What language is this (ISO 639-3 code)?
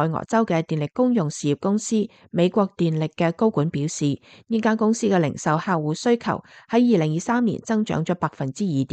yue